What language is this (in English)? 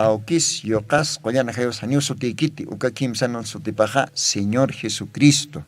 Aymara